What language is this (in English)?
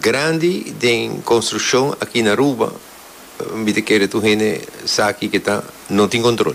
Papiamento